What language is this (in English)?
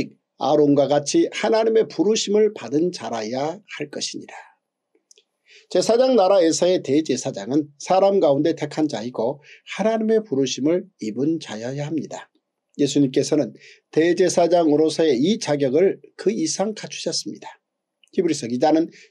Korean